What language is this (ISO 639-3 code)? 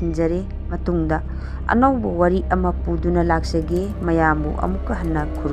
mni